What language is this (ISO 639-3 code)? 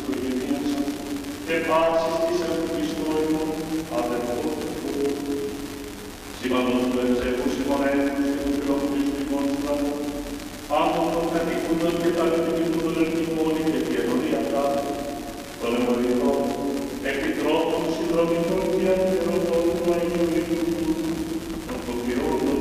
ell